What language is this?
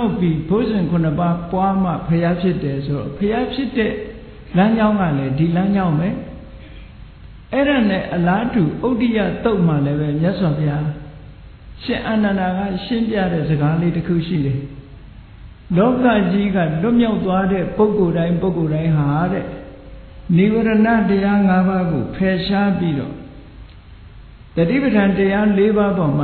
Burmese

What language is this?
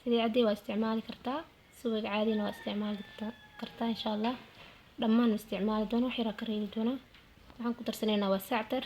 Somali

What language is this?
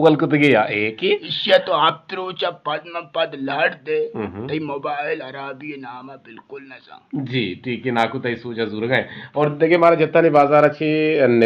Eastern Balochi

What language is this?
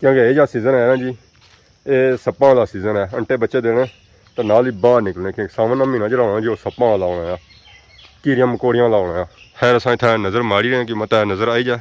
Pahari-Potwari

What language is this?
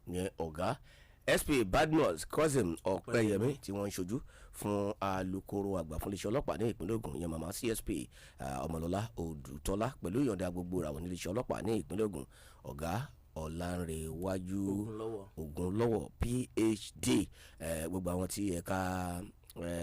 Yoruba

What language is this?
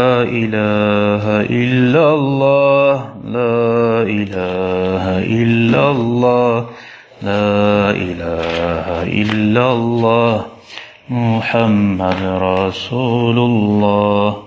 Kumyk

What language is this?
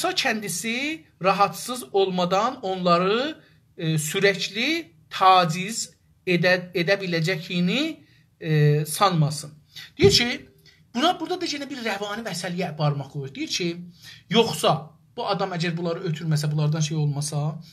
South Azerbaijani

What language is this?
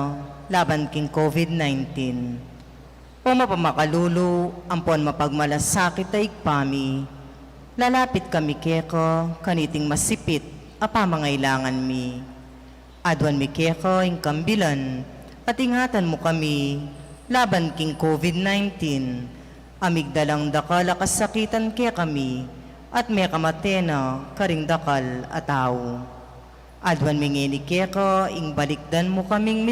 Pampanga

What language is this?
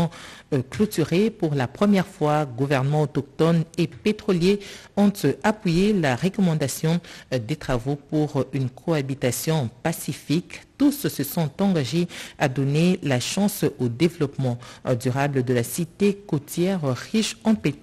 French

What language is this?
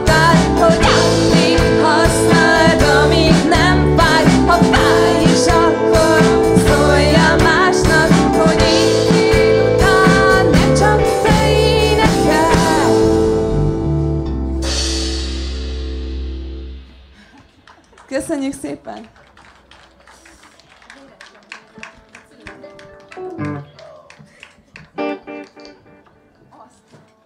Hungarian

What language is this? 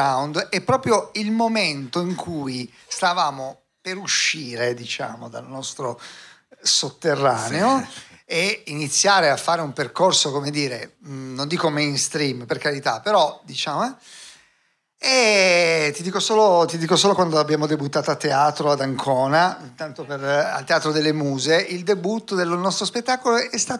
Italian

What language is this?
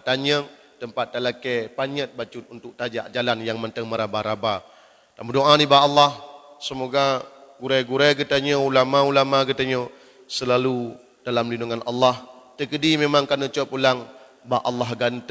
Achinese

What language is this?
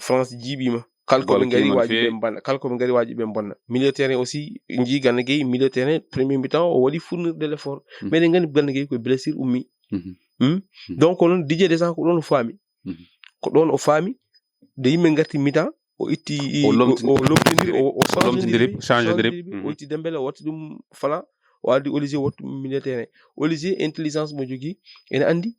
Fula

